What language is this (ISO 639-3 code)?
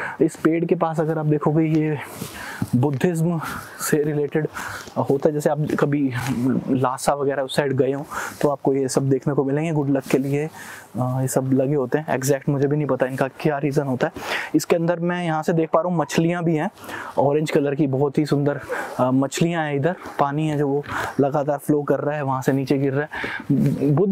hin